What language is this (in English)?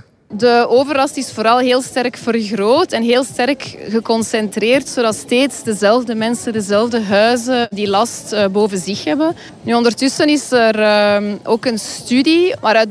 Dutch